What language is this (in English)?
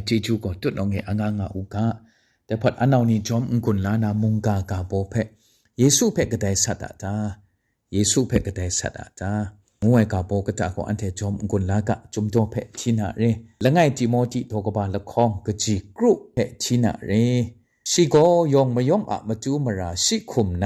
Kachin